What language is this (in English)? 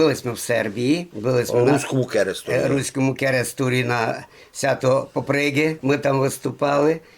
Rusyn